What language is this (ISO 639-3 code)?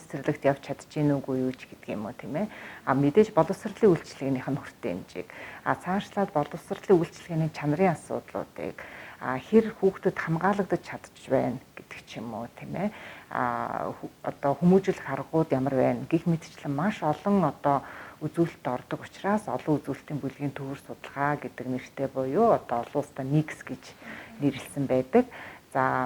mon